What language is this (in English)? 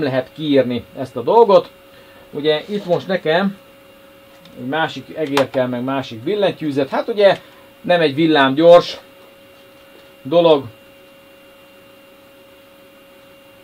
Hungarian